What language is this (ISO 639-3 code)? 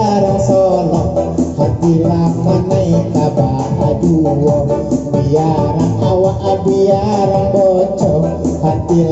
min